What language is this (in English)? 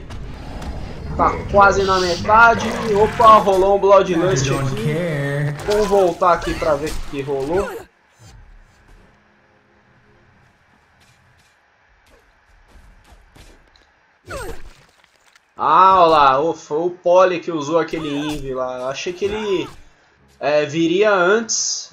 Portuguese